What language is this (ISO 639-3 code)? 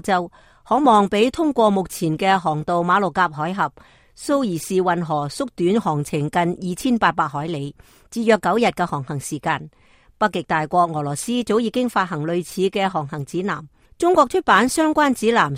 yue